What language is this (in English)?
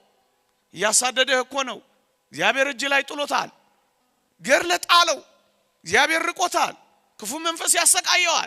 Amharic